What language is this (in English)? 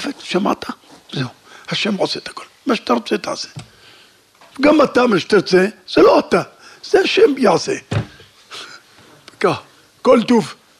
Hebrew